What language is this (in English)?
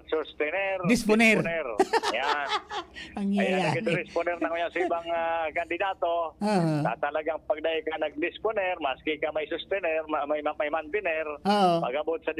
Bikol